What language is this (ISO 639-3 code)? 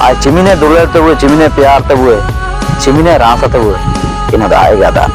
hoc